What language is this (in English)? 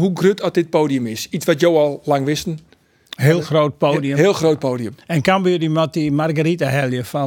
Western Frisian